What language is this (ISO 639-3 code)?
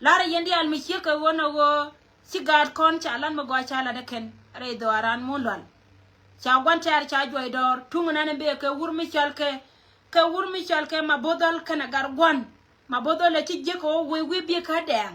nus